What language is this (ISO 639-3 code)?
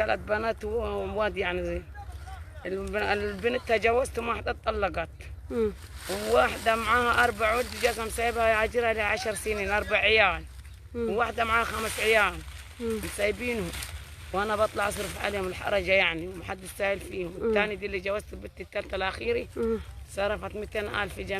arz